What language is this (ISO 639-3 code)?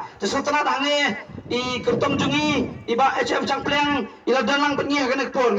kha